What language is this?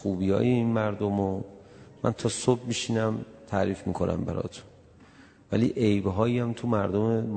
Persian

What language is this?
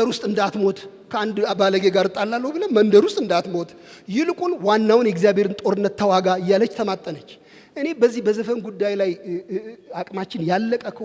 Amharic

